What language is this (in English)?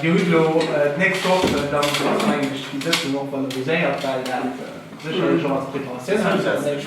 Luxembourgish